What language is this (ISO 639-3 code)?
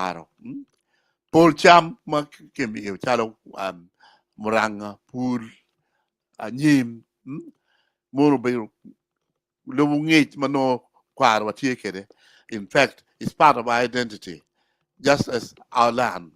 ach